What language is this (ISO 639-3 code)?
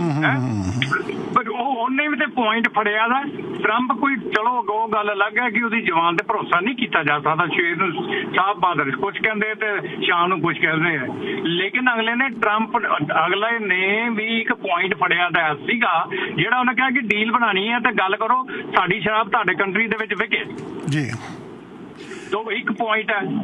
pan